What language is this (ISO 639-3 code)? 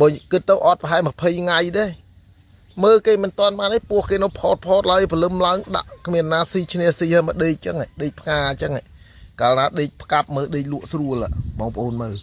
khm